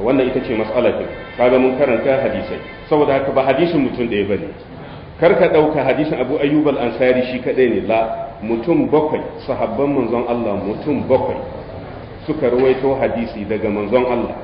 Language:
Hausa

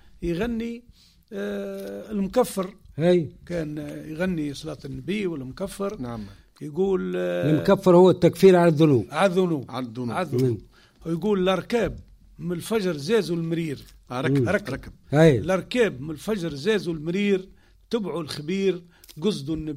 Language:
Tunisian Arabic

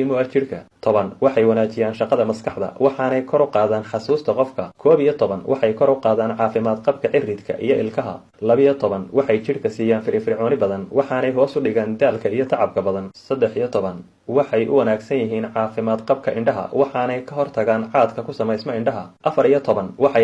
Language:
Somali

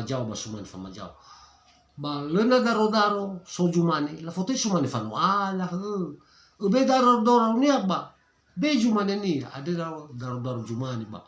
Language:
Nias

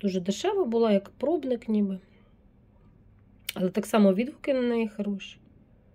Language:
Ukrainian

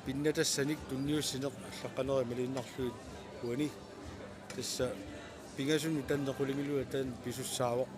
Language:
Kalaallisut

